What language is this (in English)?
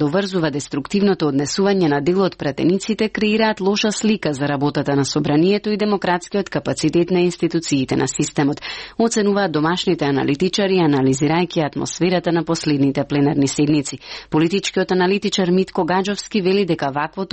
Macedonian